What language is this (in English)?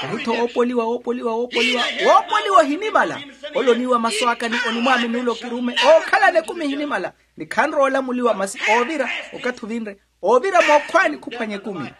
Makhuwa